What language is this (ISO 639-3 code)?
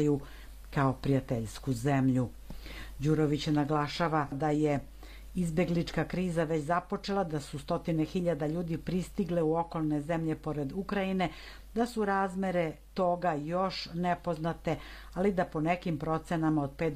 srp